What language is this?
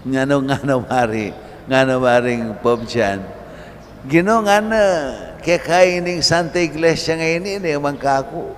Pampanga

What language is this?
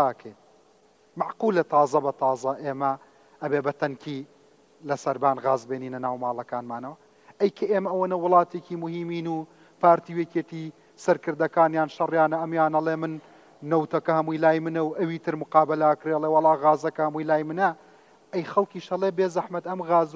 Central Kurdish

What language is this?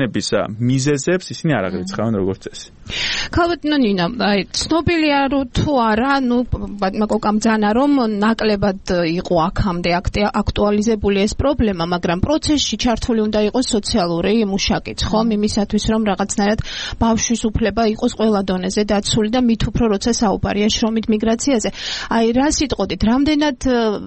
Georgian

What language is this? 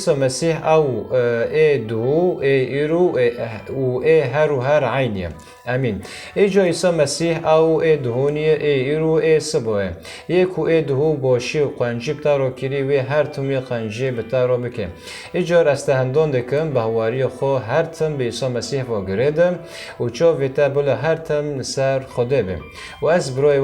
Kurdish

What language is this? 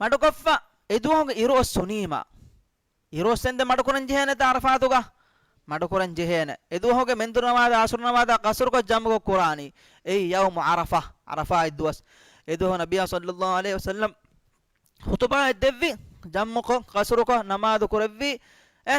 Divehi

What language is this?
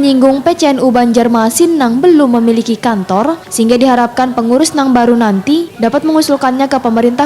Banjar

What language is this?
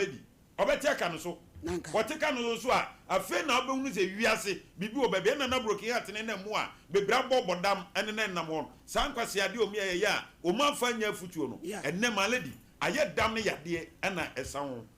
Akan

